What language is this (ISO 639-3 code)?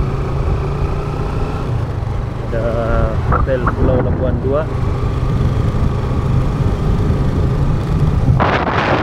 msa